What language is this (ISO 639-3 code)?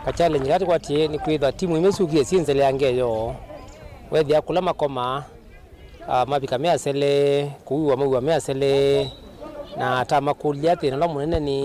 kam